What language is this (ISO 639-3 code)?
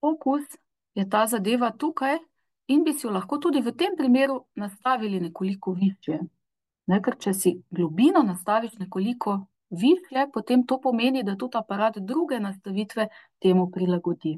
slv